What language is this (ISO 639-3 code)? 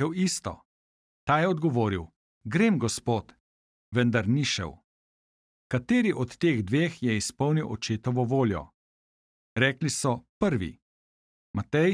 slv